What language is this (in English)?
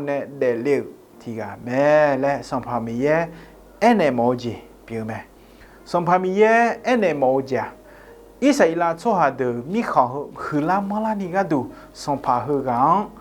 Akha